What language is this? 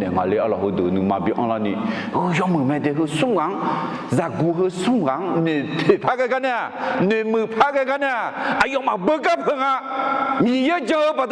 Akha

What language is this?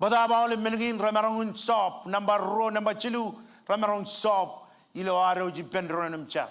Marshallese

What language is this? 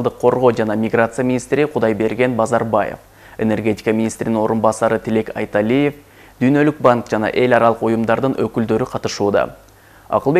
Kyrgyz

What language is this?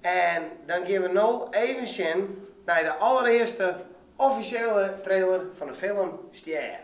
Western Frisian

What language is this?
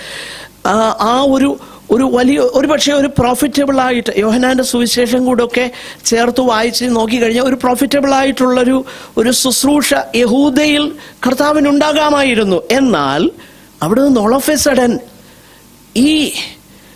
Malayalam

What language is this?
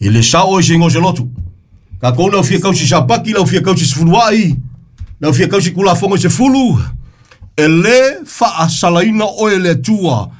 Samoan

